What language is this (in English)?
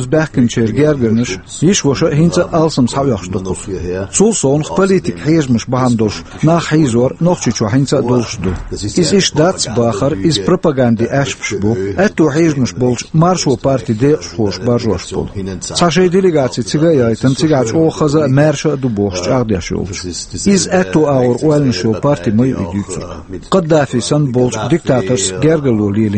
Chechen